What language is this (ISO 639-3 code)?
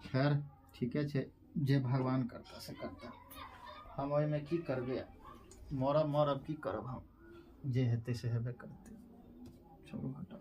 mai